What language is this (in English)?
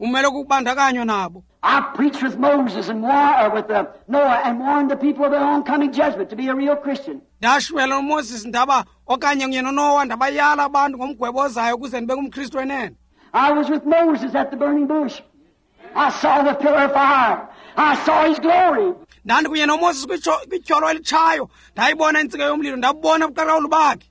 Xhosa